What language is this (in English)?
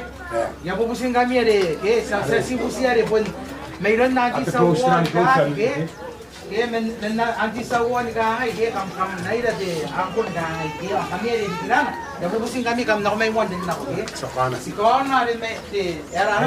Gilbertese